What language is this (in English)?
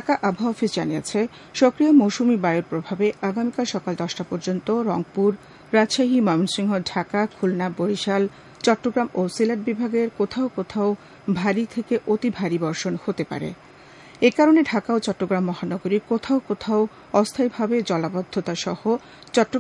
Bangla